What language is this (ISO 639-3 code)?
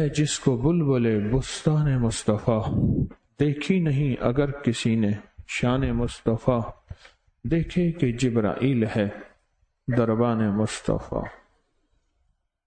urd